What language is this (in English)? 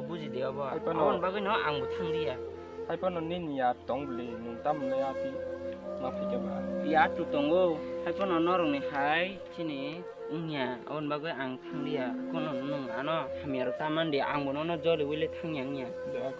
Kok Borok